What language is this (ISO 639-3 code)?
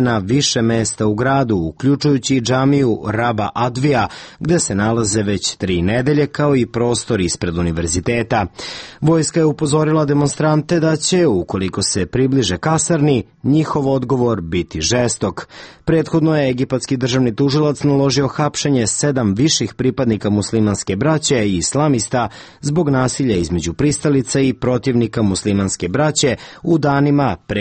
srp